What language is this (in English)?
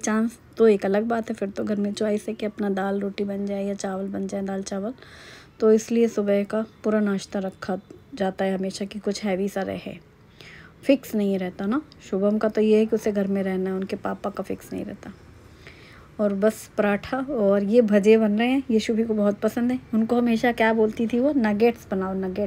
Hindi